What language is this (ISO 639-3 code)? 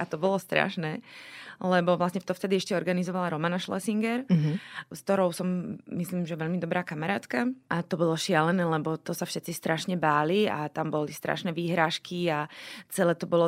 slk